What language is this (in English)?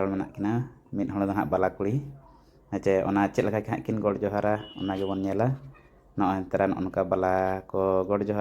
Santali